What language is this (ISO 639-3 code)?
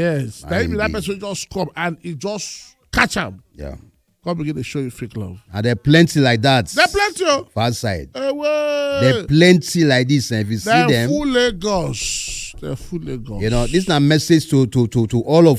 pcm